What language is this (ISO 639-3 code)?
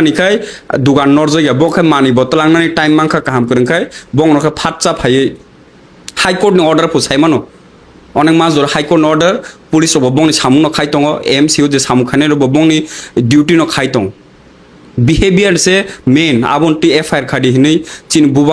trp